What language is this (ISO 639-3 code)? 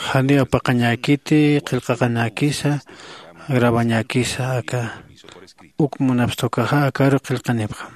aym